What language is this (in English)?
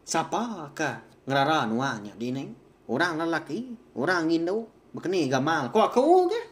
Iban